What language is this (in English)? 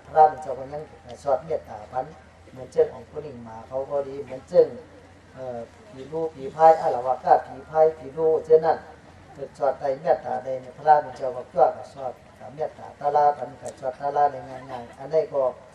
Shan